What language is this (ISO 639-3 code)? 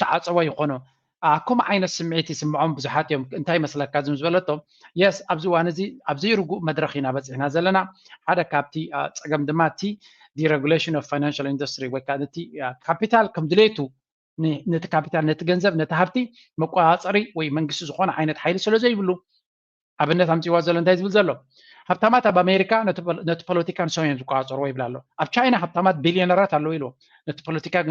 tir